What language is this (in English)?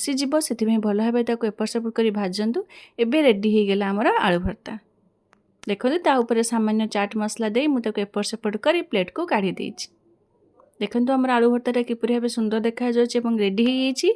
Odia